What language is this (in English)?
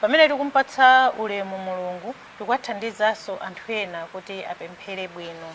Nyanja